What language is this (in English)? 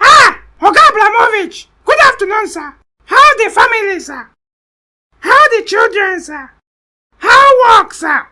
Nigerian Pidgin